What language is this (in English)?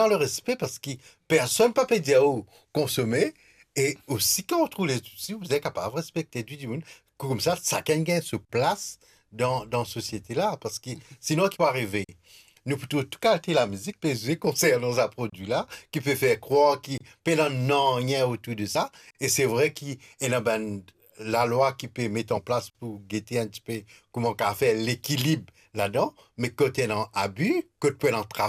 Morisyen